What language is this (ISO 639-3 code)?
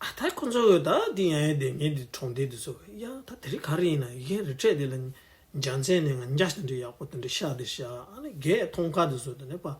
bod